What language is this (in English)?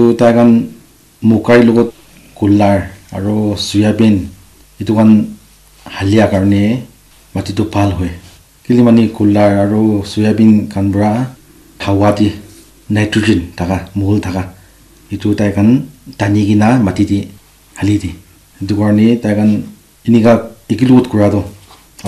Naga Pidgin